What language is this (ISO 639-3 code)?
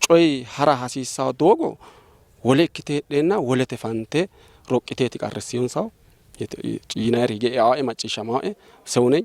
sid